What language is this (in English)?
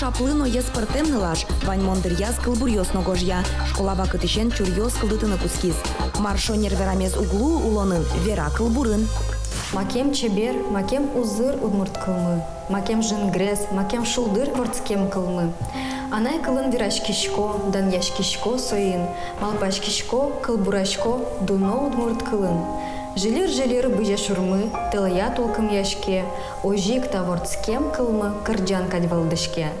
Udmurt